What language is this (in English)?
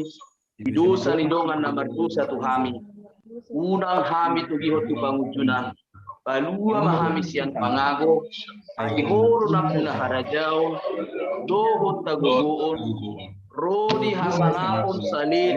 Batak Toba